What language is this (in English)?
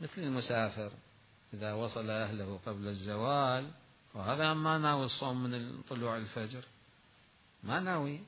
Mesopotamian Arabic